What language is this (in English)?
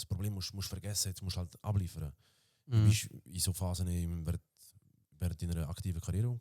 Swiss German